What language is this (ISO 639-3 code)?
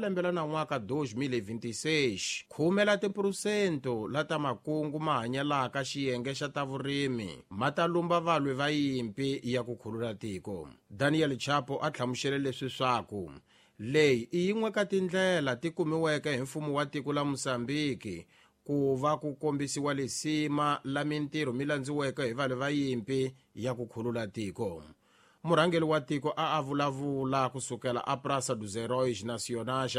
tso